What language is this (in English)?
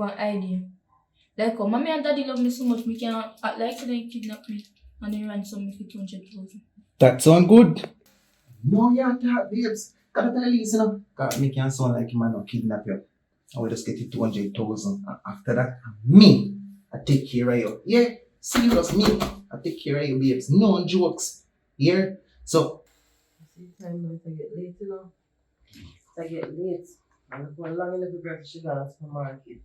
Jamaican Creole English